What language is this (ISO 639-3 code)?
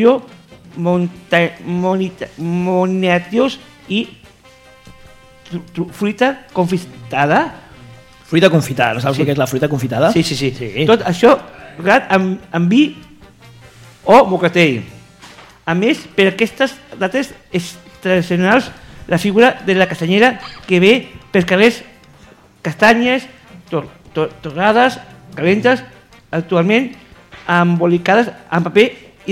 cat